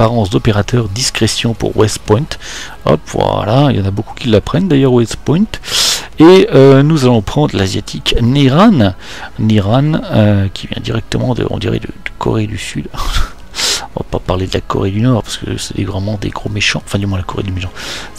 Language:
French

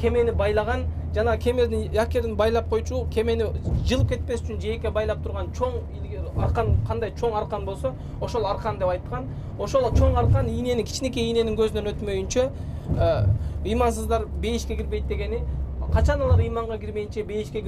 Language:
Kyrgyz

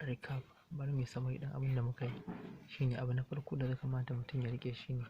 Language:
Hausa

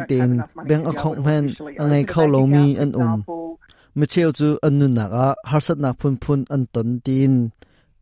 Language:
Hakha Chin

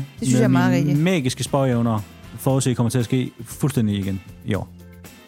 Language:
Danish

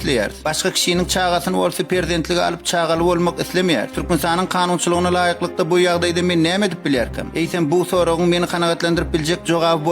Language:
Turkmen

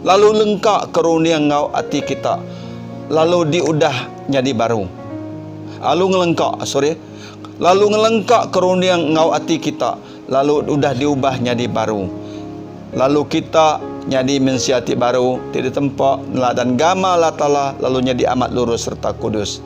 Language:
Iban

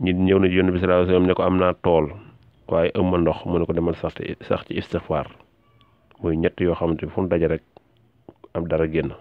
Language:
Wolof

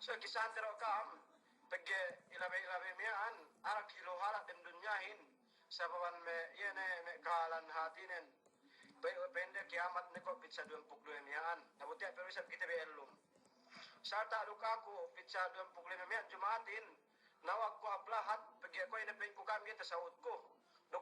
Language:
Yakan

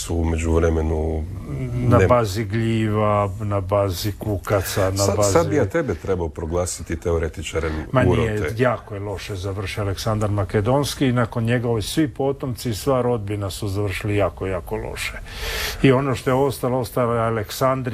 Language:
Croatian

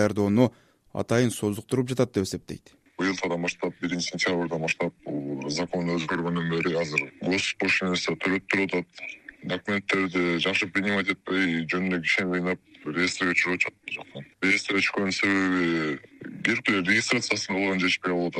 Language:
Kyrgyz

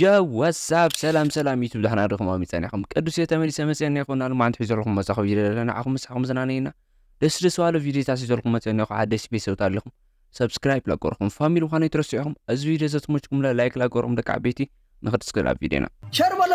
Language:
Tigrinya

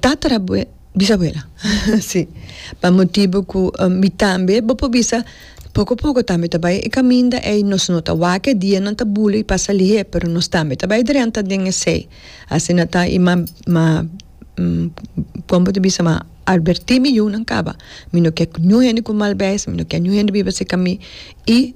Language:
Papiamento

